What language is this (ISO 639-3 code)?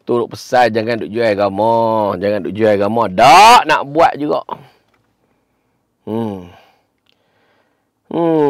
msa